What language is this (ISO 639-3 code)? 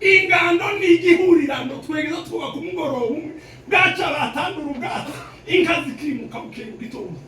kin